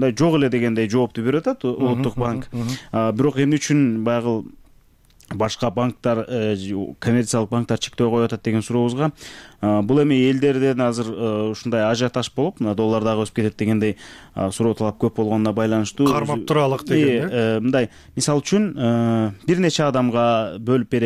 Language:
Kyrgyz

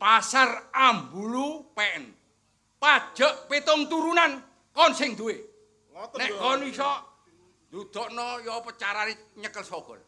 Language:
Javanese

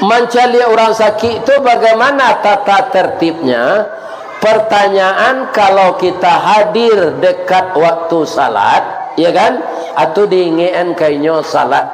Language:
Minangkabau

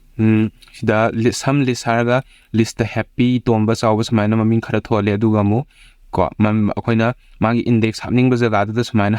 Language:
Manipuri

